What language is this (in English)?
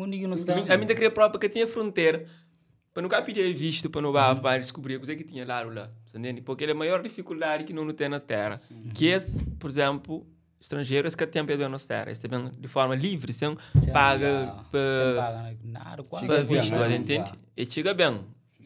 Kabuverdianu